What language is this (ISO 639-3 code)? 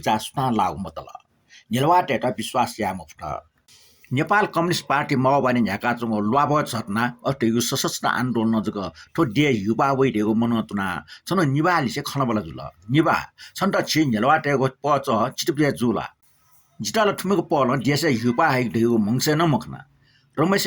new